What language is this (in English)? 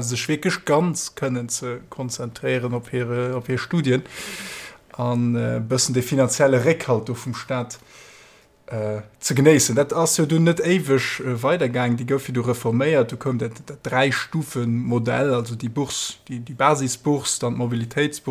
Luxembourgish